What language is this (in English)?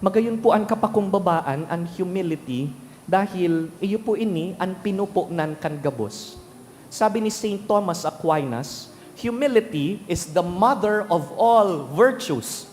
Bikol